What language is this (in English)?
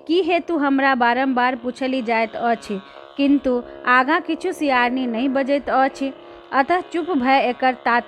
Maithili